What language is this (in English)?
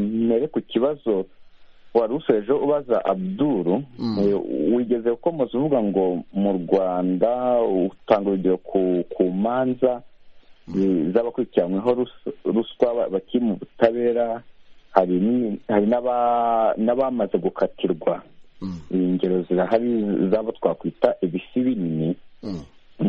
Kinyarwanda